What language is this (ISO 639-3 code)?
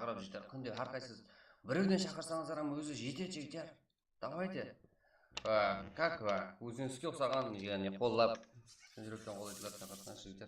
kaa